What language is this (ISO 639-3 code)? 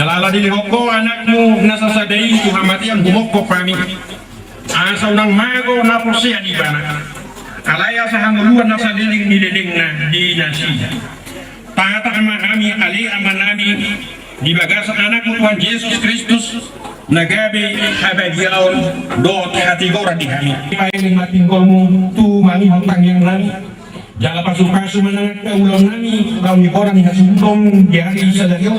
bbc